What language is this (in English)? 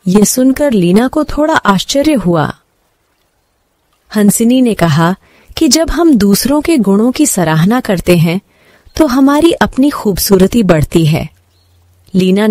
Hindi